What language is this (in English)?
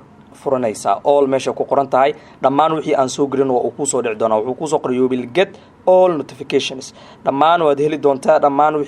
Somali